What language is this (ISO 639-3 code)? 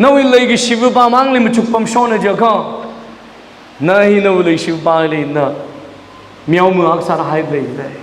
nmf